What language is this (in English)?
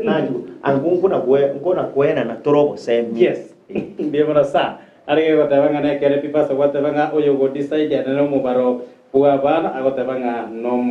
Gusii